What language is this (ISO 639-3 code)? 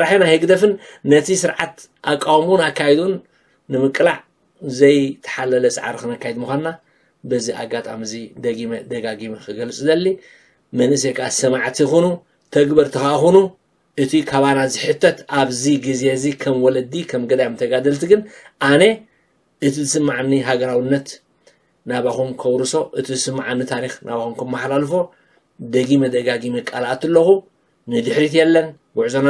tir